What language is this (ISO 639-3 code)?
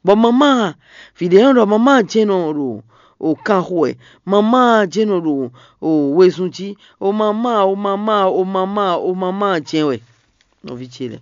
fon